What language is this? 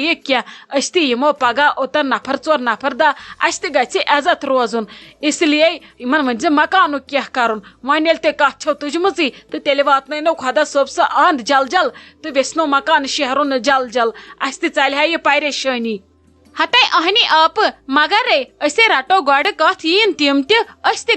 Kashmiri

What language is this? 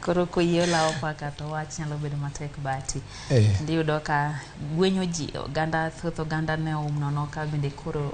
Luo (Kenya and Tanzania)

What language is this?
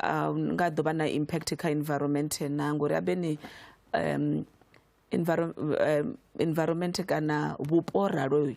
Venda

